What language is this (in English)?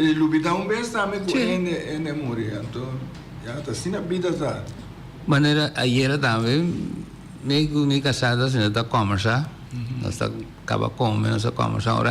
Papiamento